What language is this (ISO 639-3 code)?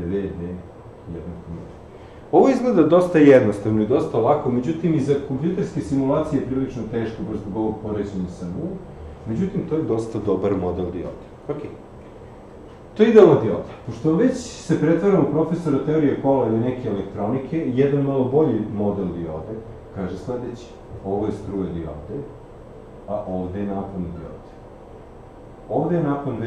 srp